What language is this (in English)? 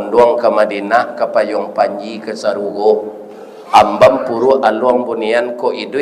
Minangkabau